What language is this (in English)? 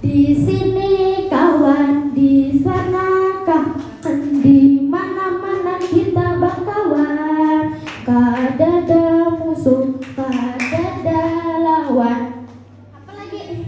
Banjar